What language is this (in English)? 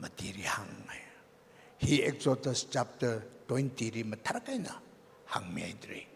Tangkhul Naga (India)